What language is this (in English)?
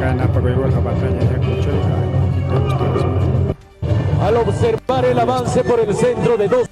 Ayacucho Quechua